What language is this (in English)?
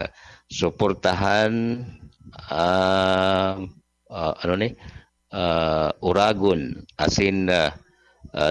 Bikol